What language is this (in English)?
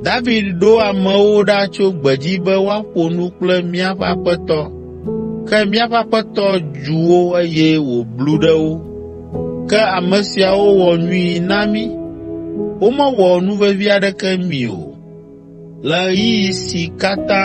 Ewe